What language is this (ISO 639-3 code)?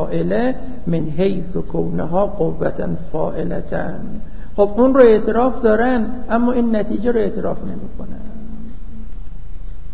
fas